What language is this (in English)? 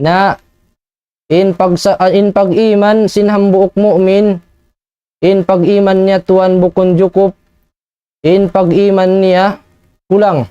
Tausug